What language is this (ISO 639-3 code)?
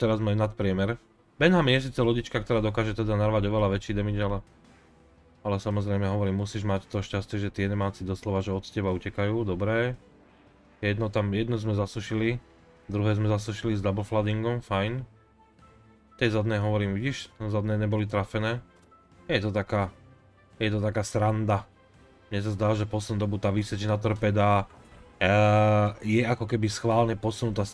slk